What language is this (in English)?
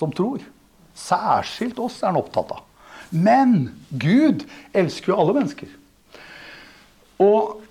Norwegian